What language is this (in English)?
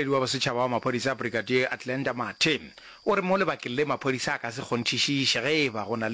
Northern Sotho